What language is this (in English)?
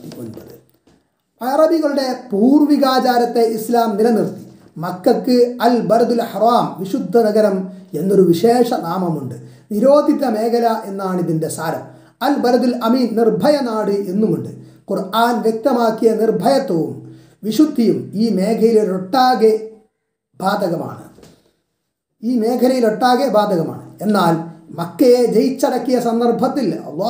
Malayalam